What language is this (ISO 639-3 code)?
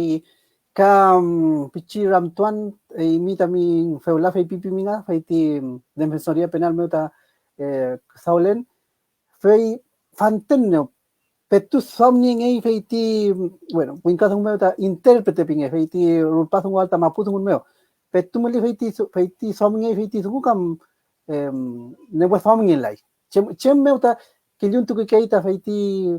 arn